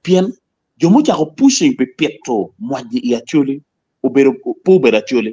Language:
Acoli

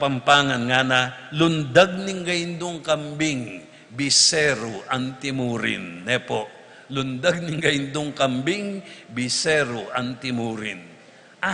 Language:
Pampanga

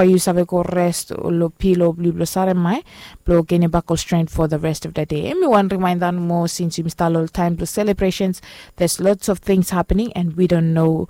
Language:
Bislama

